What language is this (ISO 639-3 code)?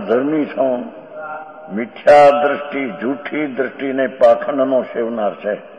guj